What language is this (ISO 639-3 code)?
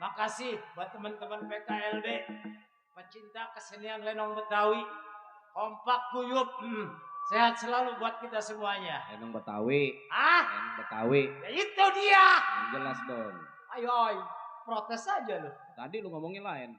bew